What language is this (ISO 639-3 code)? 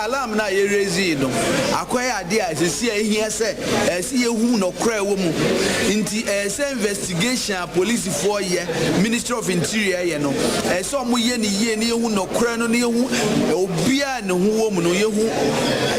aka